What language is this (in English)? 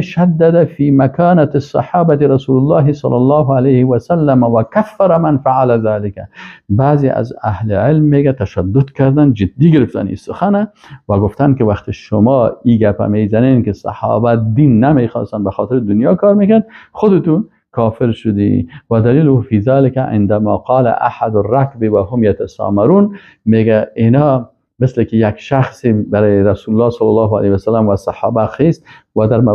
Persian